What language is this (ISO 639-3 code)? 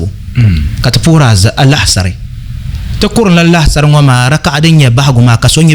dag